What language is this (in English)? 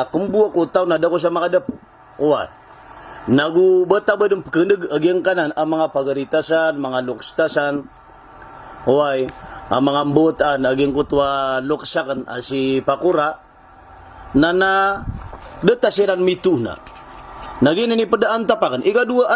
Maranao